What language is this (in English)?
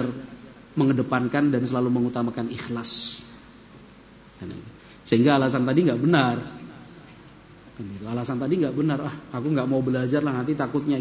Indonesian